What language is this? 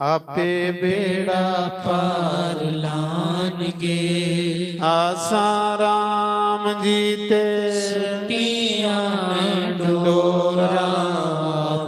Dogri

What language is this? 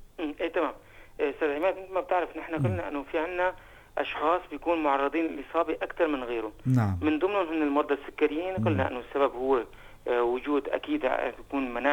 North Levantine Arabic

